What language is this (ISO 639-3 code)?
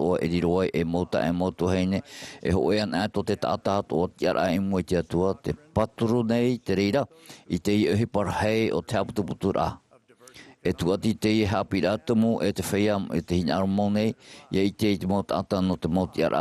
tah